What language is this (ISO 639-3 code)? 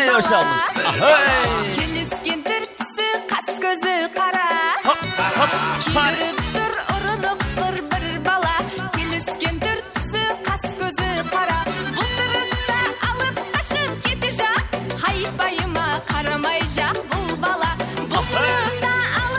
kaa